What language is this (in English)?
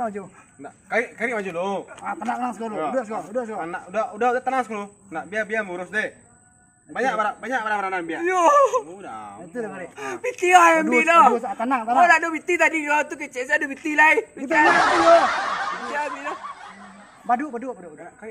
Minangkabau